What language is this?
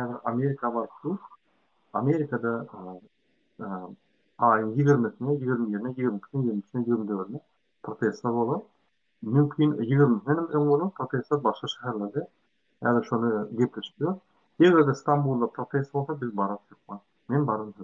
Turkmen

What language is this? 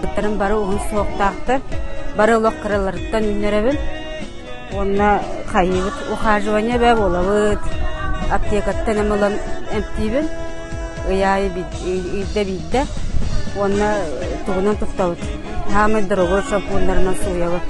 Yakut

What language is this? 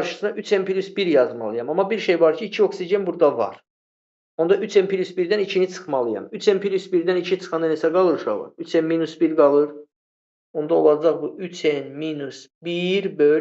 Azerbaijani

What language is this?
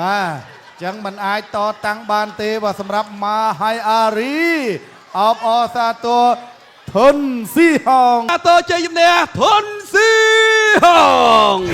Khmer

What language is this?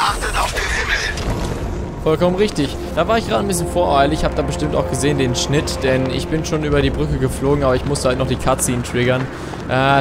German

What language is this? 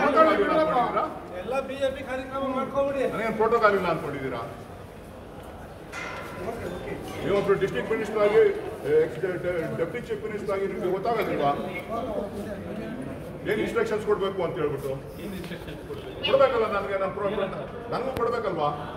Kannada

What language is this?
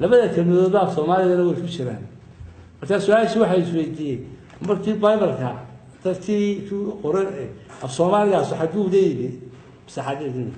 Somali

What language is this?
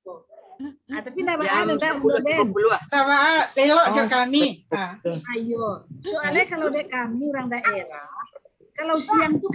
Minangkabau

